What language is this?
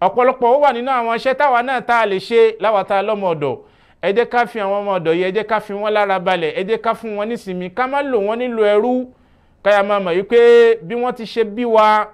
Yoruba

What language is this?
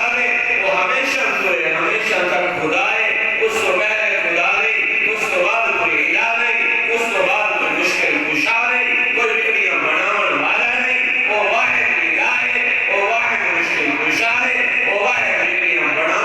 Saraiki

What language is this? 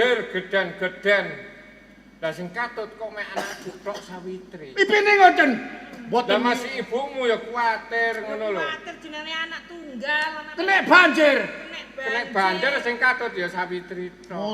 Javanese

